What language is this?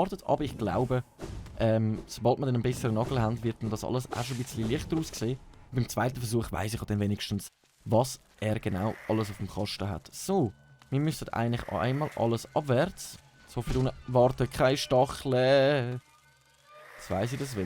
Swiss German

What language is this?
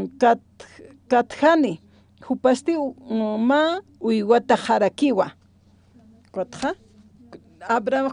Aymara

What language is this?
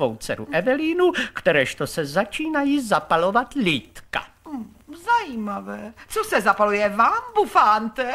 Czech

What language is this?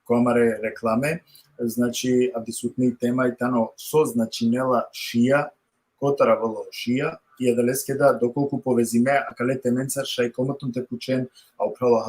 Balkan Romani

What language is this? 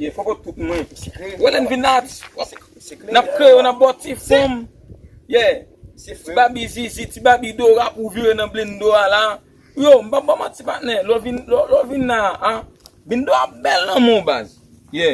Haitian Creole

